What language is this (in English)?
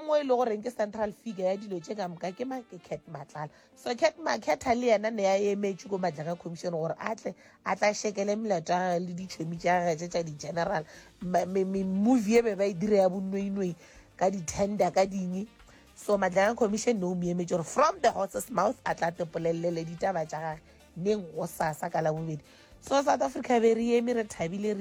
Northern Sotho